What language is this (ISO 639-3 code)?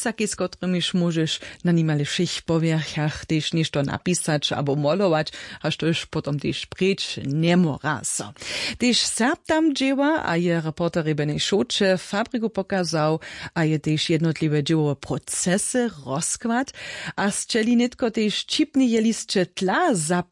hsb